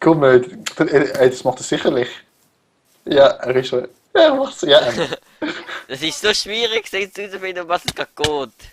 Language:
Swiss German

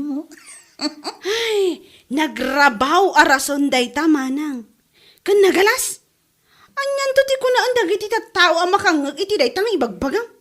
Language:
Iloko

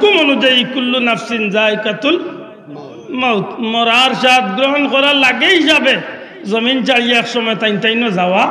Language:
Sylheti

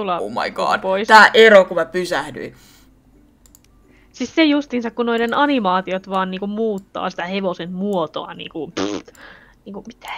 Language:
Finnish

